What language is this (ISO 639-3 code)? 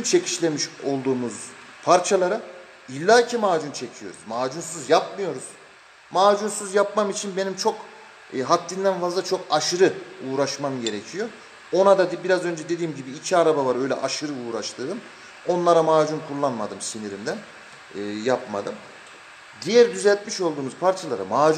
tur